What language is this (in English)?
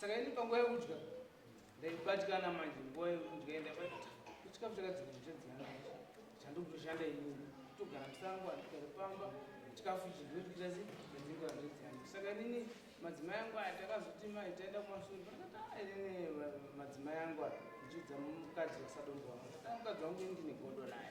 Shona